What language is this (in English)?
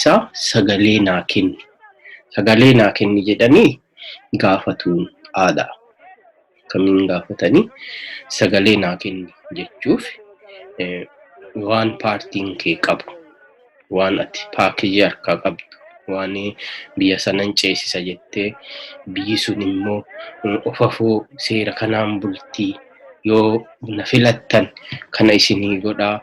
Oromo